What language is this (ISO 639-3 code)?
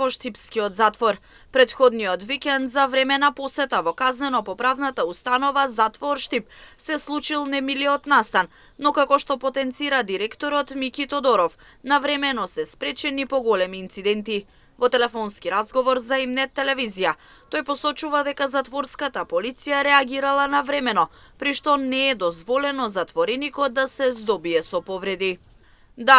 mkd